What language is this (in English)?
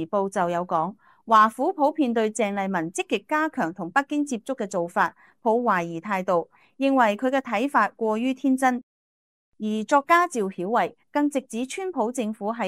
Cantonese